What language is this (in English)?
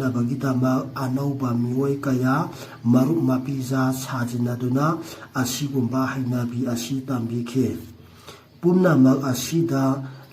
Manipuri